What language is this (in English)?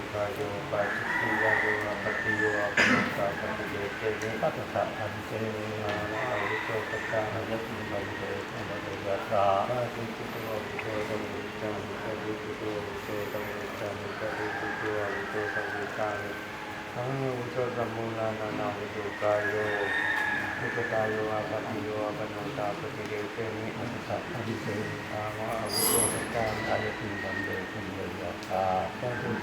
Pali